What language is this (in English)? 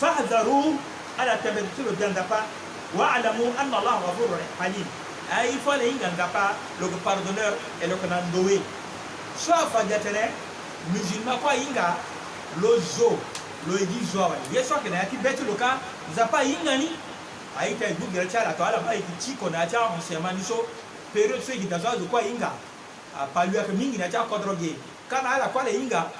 Sango